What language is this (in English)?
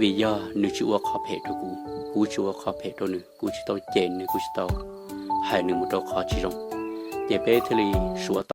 Hmong